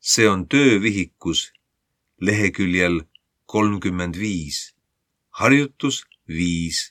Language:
Estonian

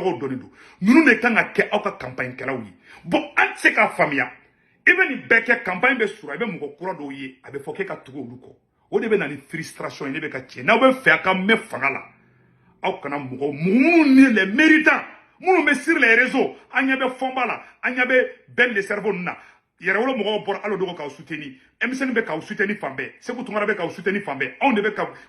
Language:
Bambara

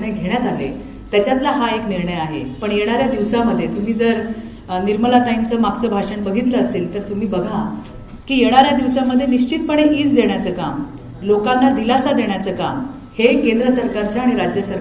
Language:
Marathi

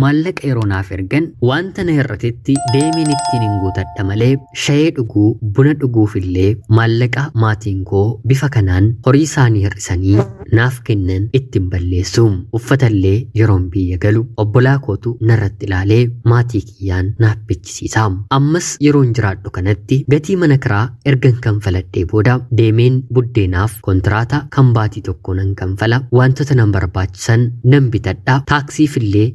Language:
Oromo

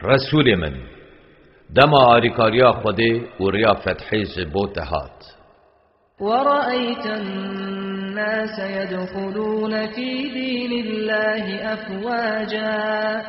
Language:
Kurdish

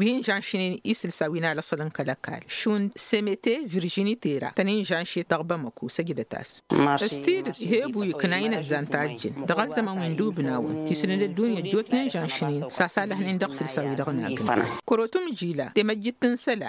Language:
Tamasheq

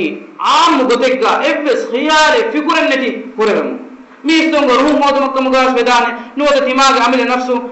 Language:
Divehi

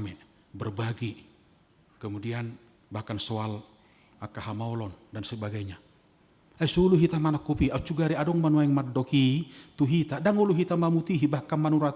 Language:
Batak Toba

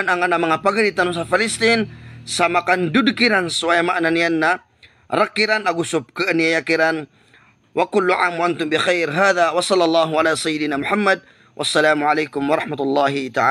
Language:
Maranao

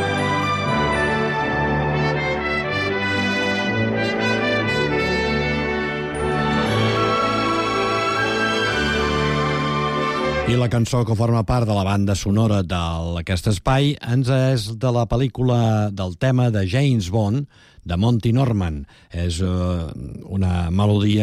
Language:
Catalan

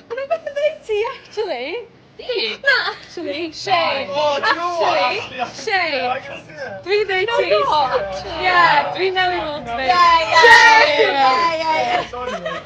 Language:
Welsh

